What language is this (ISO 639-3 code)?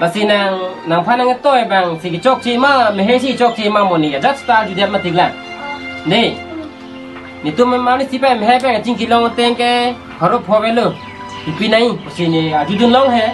mjw